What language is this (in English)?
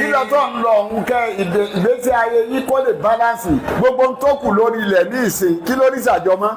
Yoruba